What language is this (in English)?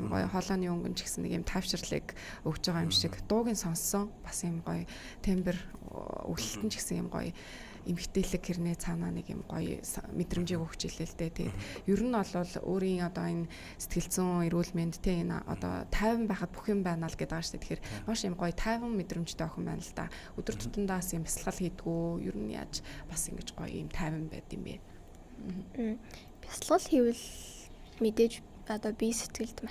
Mongolian